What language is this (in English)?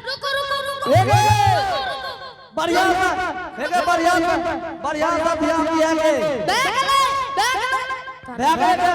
Angika